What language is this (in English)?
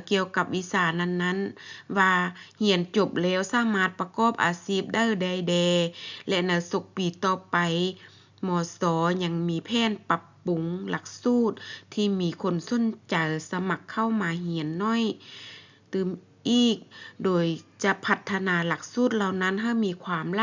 Lao